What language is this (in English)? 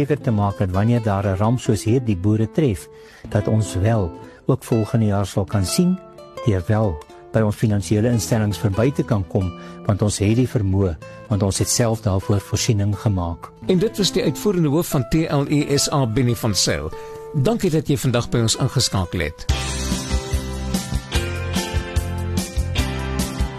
Afrikaans